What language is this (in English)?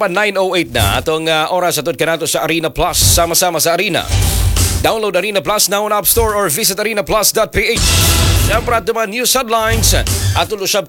Cebuano